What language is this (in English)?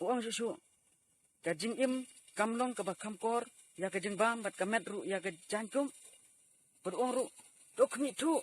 Khasi